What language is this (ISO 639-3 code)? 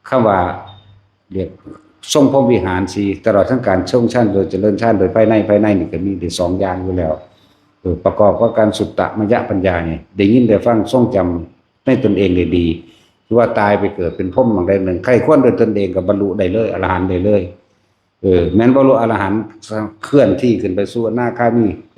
tts